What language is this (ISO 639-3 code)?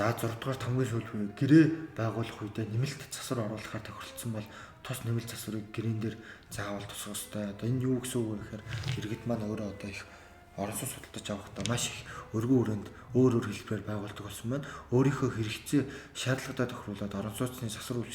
mon